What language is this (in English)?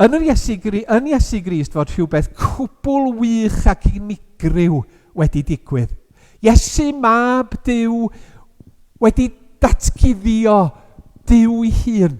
Welsh